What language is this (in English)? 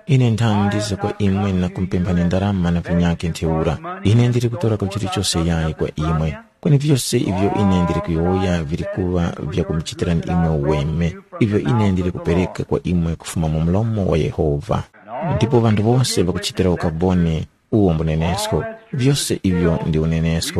Tumbuka